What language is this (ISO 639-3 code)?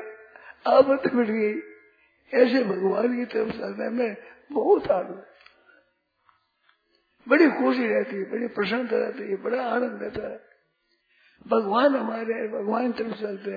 hin